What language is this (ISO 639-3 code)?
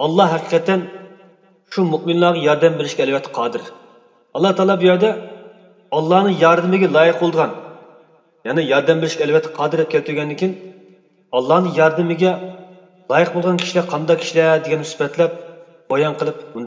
uig